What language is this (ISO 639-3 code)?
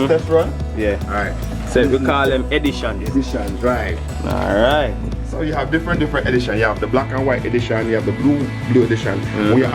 jam